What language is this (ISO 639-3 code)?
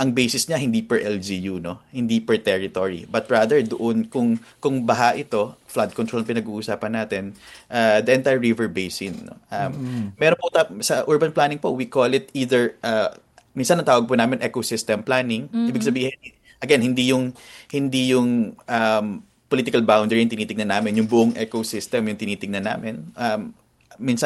fil